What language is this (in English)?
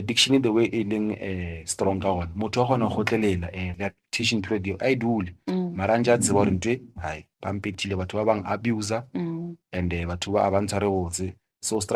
Northern Sotho